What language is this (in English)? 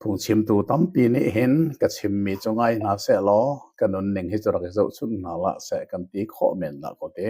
Hakha Chin